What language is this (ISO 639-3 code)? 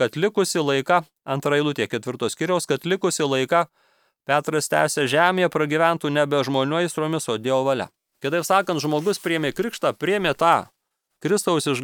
lit